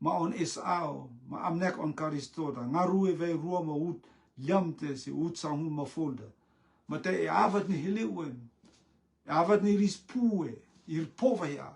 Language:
Rotuman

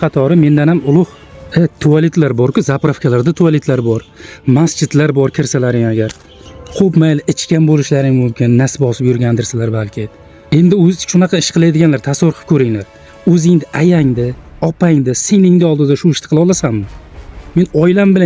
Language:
Uzbek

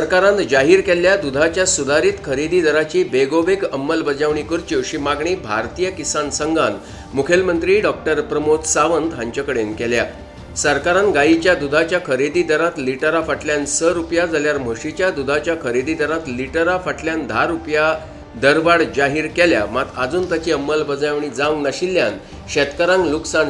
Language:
Konkani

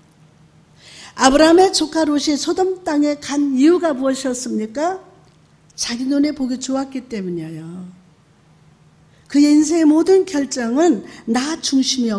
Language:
Korean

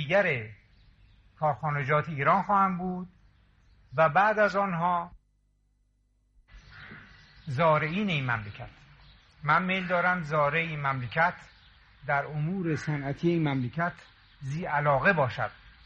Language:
Persian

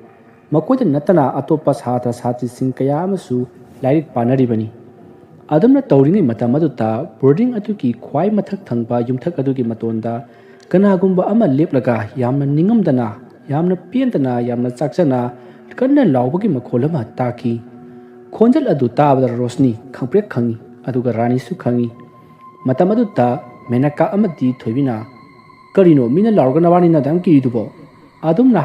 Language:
Manipuri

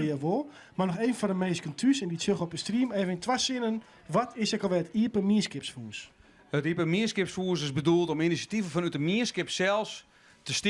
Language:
Western Frisian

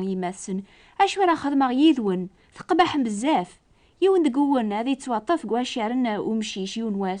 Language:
Kabyle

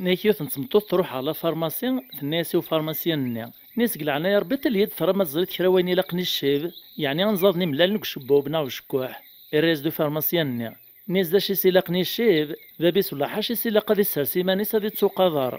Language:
Kabyle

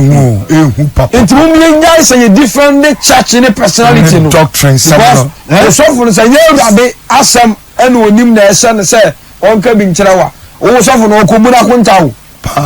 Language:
Akan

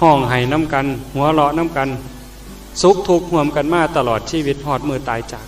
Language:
Northeastern Thai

